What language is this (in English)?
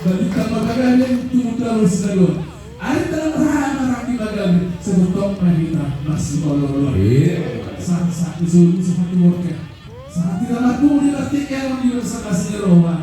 Batak Toba